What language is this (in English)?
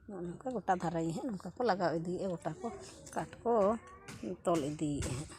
Santali